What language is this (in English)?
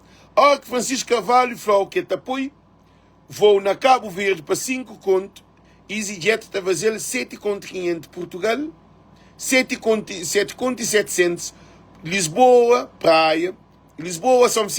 Kabuverdianu